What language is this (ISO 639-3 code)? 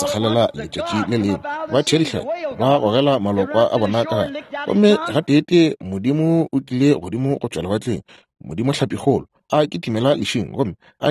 nso